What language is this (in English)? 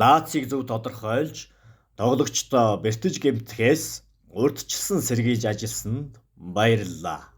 Mongolian